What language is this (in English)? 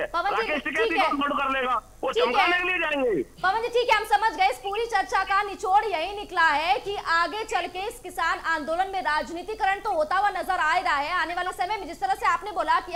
Hindi